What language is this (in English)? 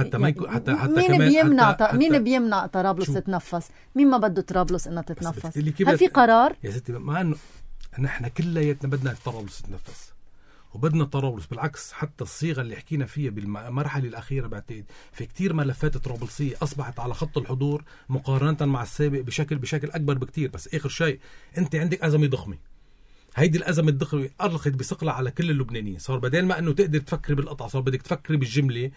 North Levantine Arabic